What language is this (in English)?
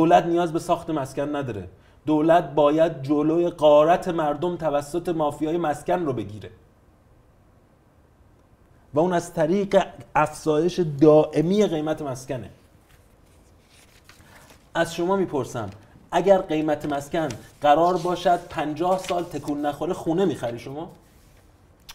Persian